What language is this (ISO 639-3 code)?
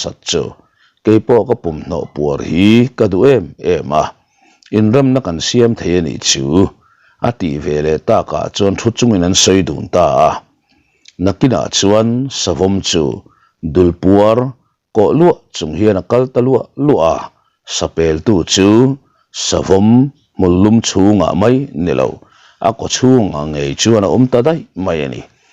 lus